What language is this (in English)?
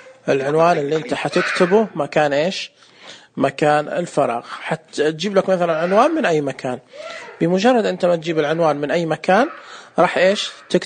Najdi Arabic